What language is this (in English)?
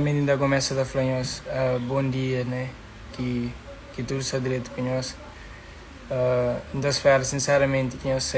Kabuverdianu